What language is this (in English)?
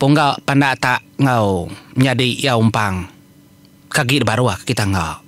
Iban